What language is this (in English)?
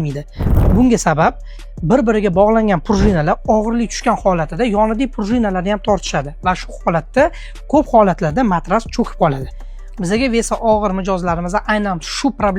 Uzbek